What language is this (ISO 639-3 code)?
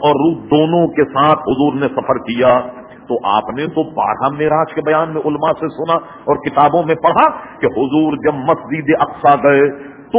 urd